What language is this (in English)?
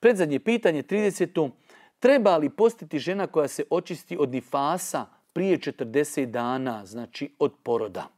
Bosnian